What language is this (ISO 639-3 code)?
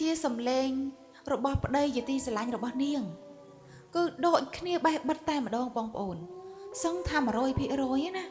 khm